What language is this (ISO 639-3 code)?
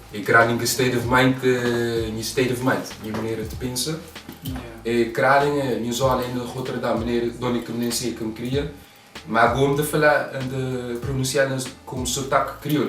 kea